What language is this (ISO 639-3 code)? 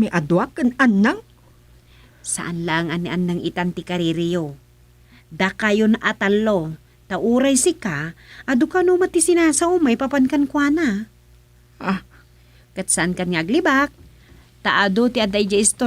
ilo